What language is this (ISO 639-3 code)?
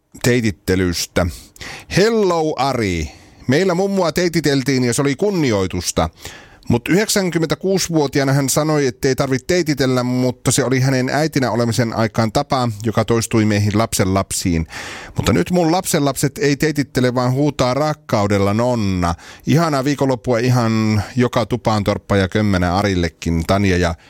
fin